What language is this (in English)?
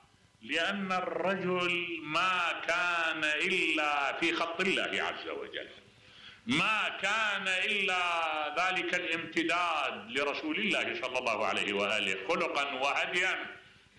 Mesopotamian Arabic